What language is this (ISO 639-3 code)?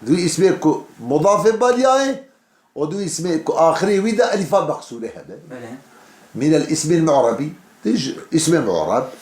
kur